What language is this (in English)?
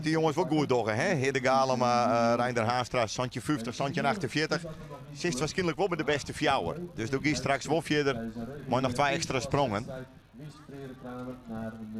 Western Frisian